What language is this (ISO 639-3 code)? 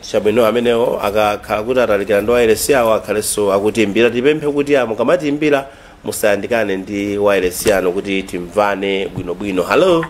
nya